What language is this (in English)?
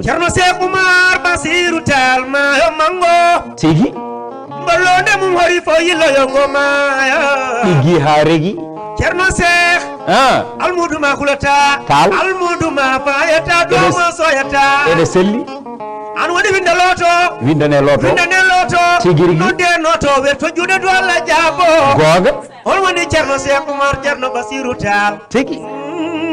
Fula